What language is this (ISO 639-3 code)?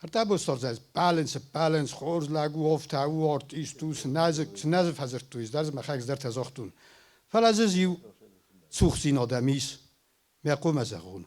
oss